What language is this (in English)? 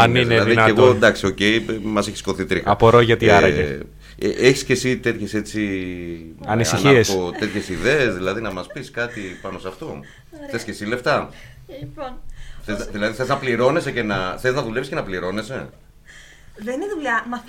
Greek